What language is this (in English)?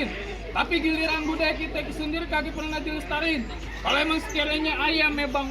Betawi